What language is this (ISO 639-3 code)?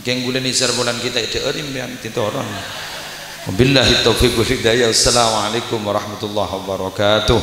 mad